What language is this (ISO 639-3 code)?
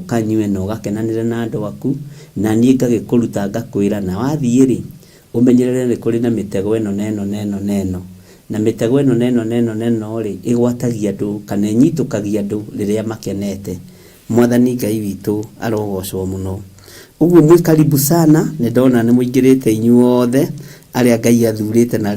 kik